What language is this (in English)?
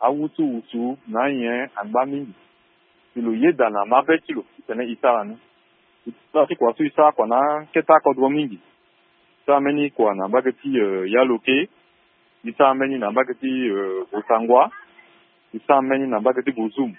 Sango